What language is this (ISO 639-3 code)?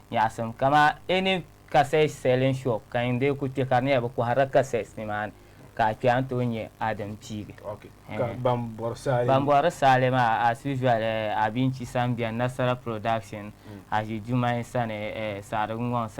dag